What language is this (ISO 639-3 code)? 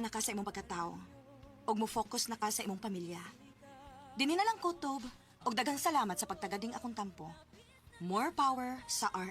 ceb